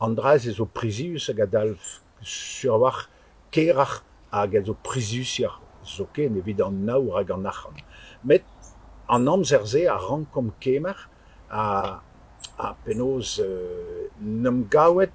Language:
Breton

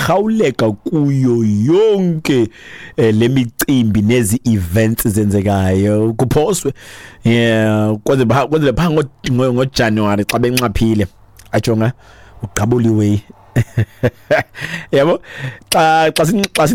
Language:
Xhosa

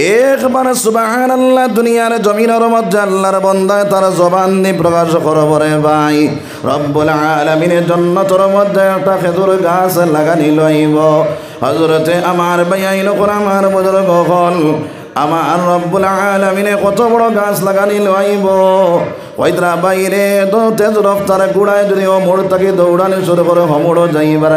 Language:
Sylheti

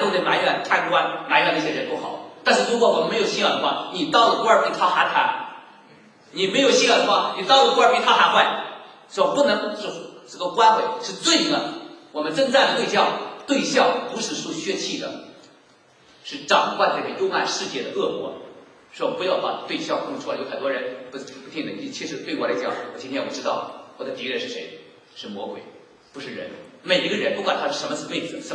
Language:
Chinese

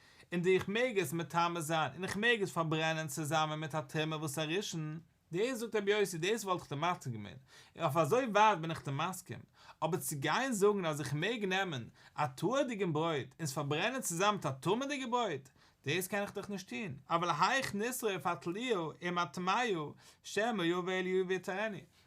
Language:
Yiddish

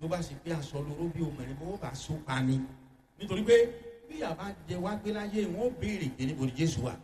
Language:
Yoruba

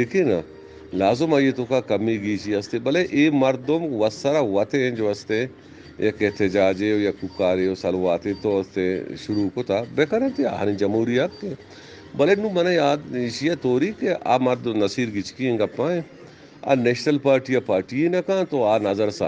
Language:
Eastern Balochi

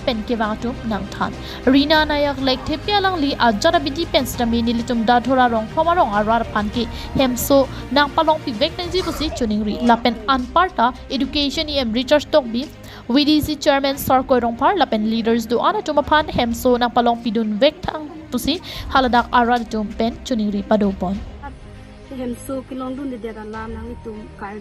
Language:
Karbi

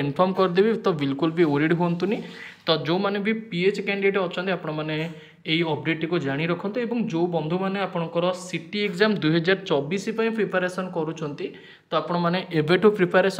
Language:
Odia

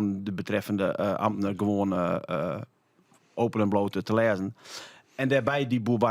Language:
Western Frisian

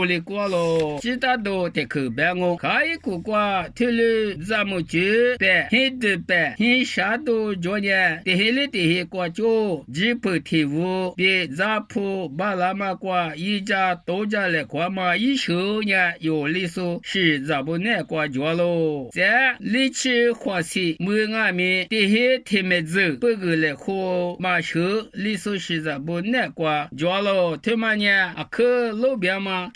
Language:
Lisu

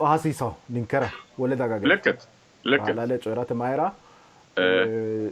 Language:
Sidamo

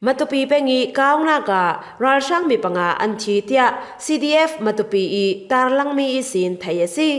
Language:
Falam Chin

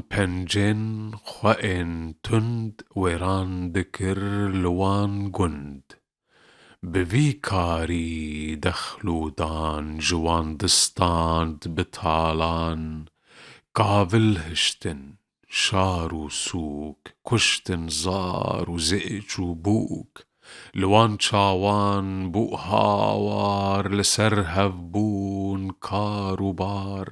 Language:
Kurdish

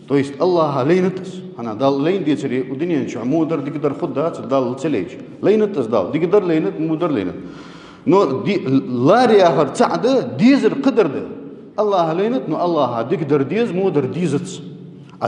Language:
Ingush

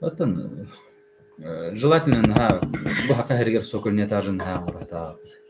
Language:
Yakut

